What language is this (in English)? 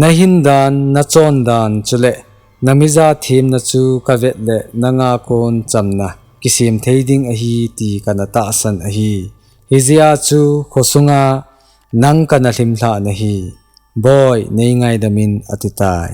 Thado Chin